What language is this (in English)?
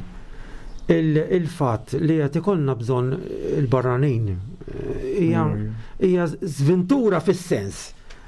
Maltese